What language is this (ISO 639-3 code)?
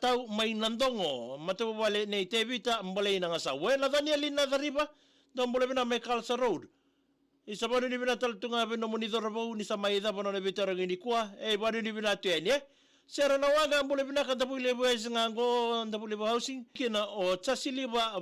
fij